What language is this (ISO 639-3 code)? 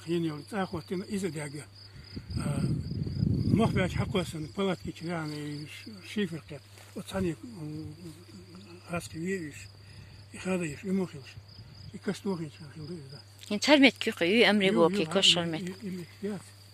che